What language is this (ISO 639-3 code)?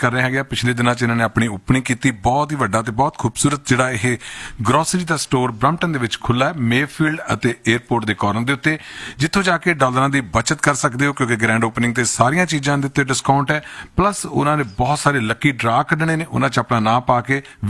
pan